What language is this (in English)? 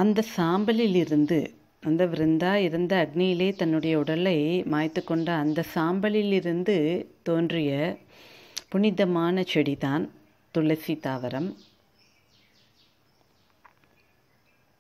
Tamil